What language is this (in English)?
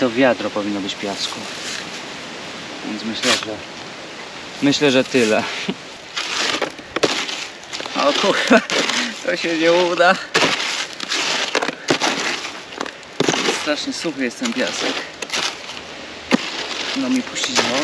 Polish